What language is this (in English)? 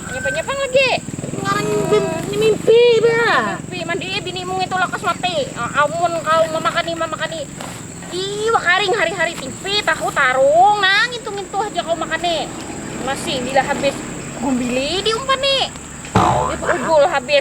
Banjar